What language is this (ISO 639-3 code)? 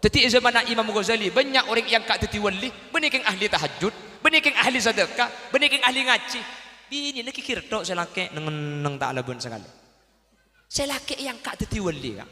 mad